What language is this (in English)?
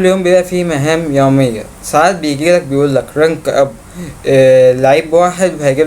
Egyptian Arabic